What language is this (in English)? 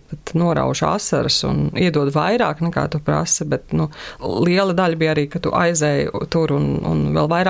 Latvian